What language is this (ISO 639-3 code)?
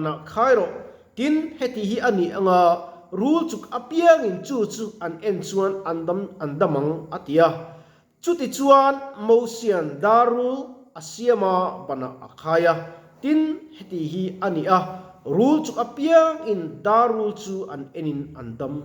lus